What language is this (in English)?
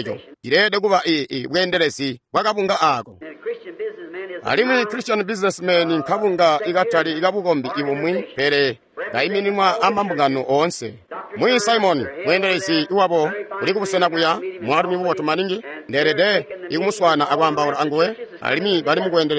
Tonga (Zambia)